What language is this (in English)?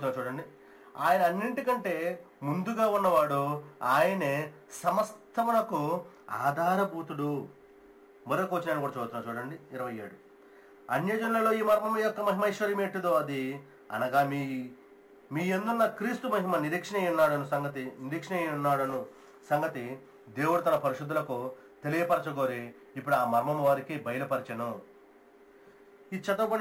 Telugu